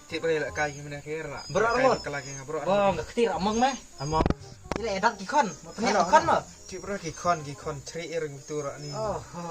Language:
Khasi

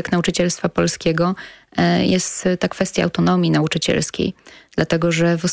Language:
Polish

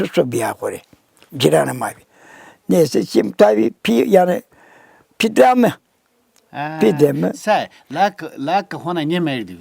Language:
Zaza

